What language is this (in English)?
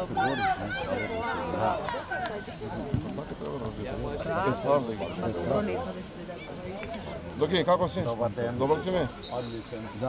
Croatian